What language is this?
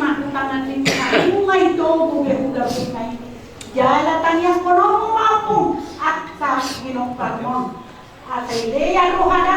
Batak Toba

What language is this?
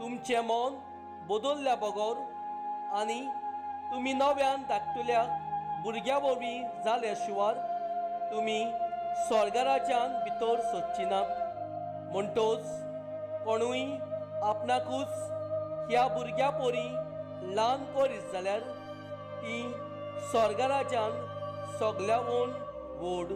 Konkani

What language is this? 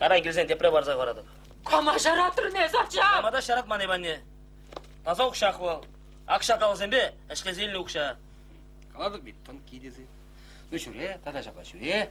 Chuvash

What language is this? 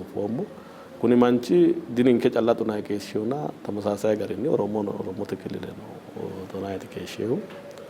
Sidamo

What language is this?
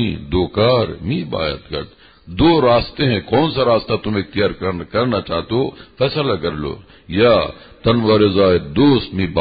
Urdu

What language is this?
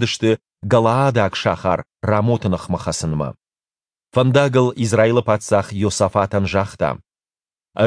Ossetic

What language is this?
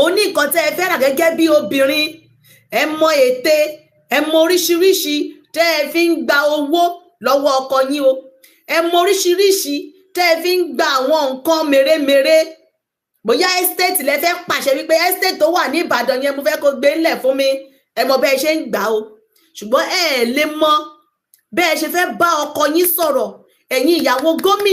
Yoruba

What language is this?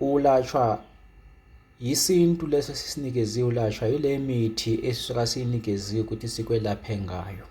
Zulu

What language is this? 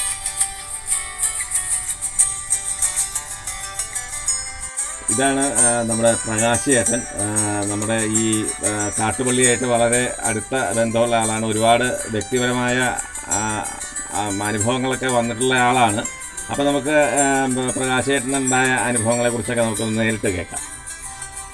Malayalam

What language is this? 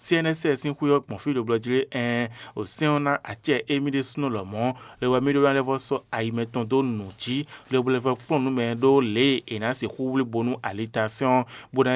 Fon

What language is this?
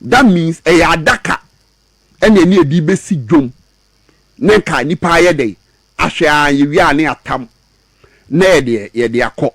Akan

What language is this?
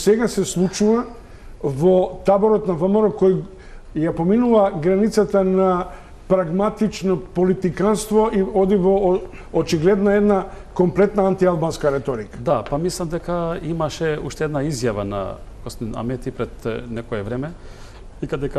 Macedonian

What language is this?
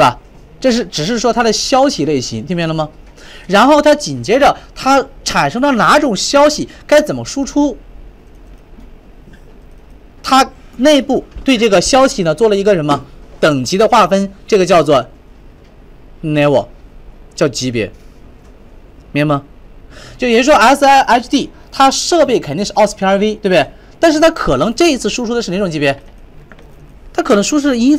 Chinese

